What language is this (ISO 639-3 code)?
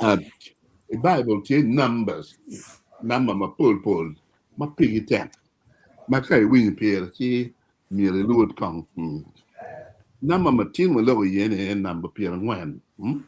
ach